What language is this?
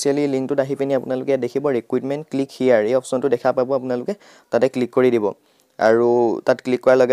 Assamese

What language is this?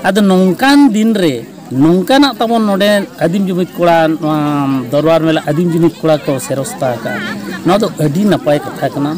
Santali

